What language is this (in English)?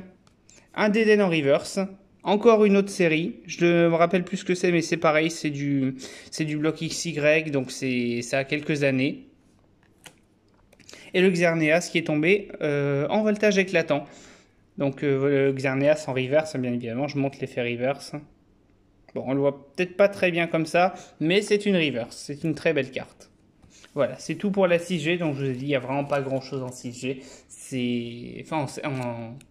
French